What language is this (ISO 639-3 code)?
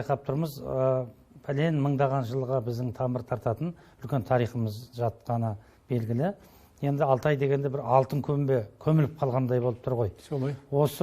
kaz